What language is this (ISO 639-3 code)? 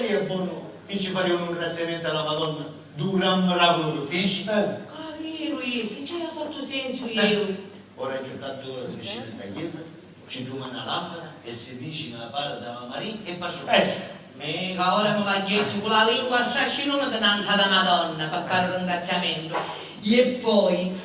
scn